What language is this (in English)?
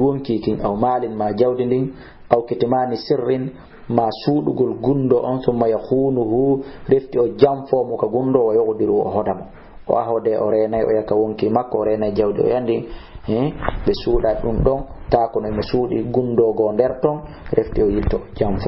Fula